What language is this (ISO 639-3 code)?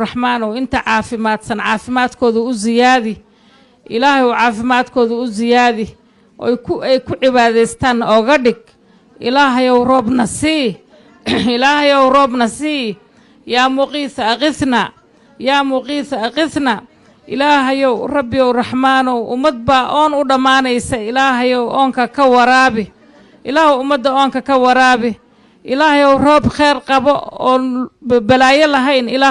som